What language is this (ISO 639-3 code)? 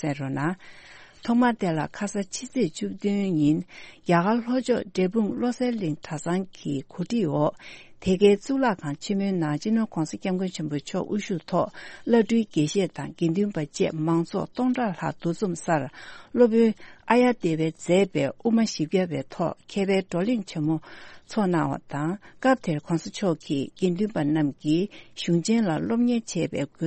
bod